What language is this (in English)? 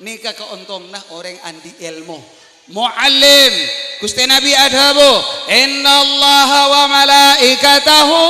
Madurese